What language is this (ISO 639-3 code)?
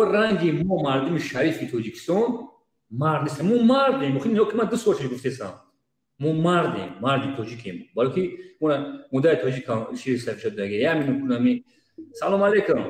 tgk